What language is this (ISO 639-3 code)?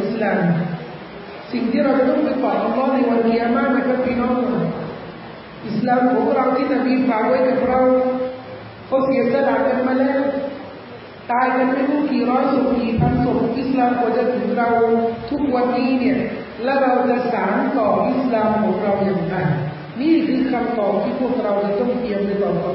tha